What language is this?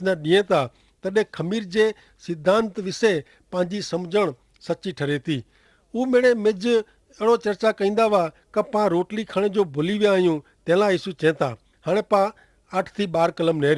Kachhi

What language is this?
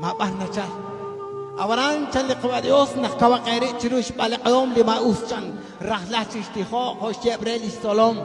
Kekchí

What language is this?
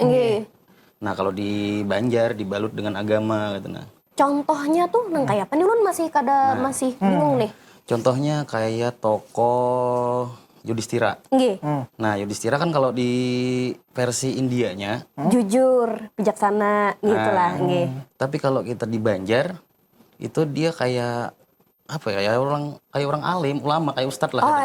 Banjar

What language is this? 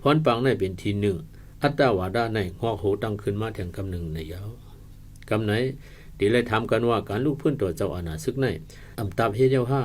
Shan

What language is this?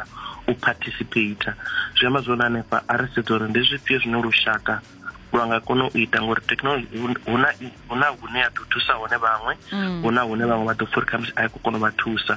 Venda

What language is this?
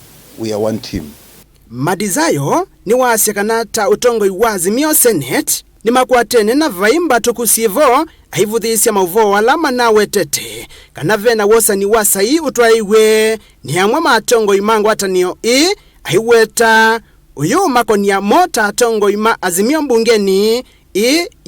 Kamba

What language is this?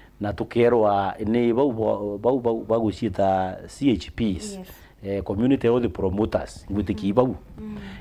Meru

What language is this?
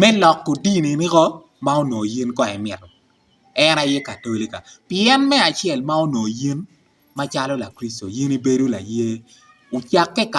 Acoli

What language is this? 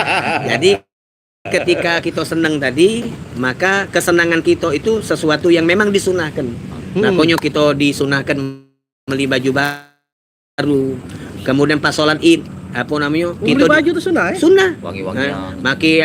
Musi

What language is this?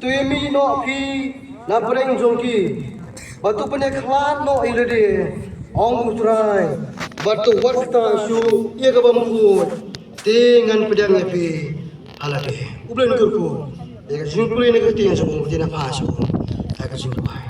Khasi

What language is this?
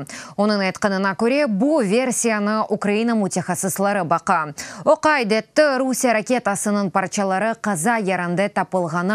Crimean Tatar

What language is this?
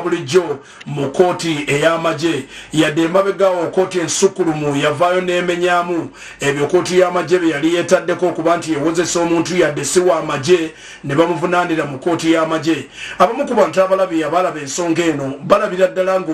Ganda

